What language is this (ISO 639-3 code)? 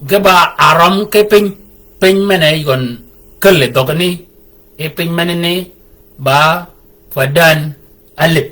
shk